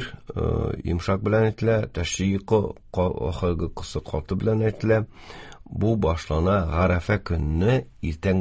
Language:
Tatar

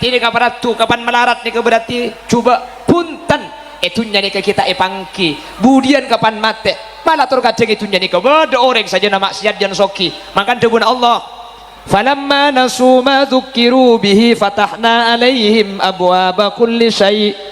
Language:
Madurese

